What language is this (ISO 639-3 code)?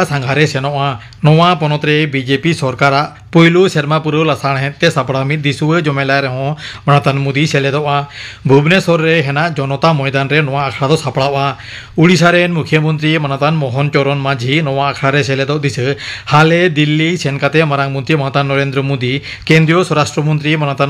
sat